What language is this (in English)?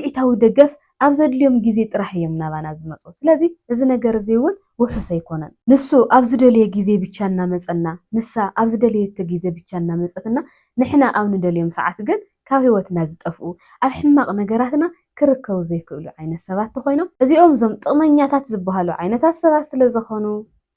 Tigrinya